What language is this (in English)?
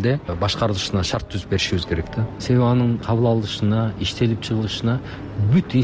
Kyrgyz